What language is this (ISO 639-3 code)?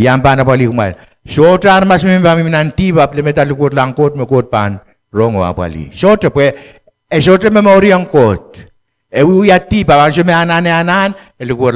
pon